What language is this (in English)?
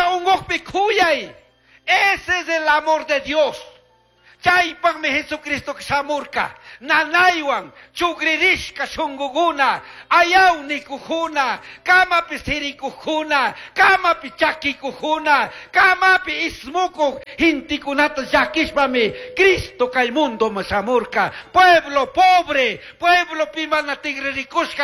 Chimborazo Highland Quichua